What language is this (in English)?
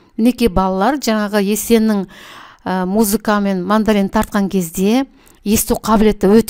Kazakh